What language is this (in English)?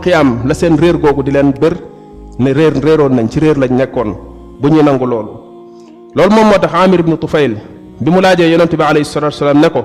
Wolof